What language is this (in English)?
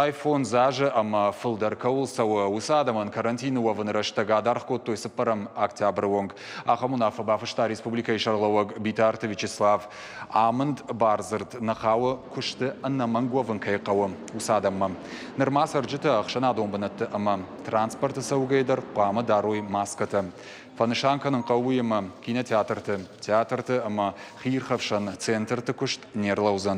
Ossetic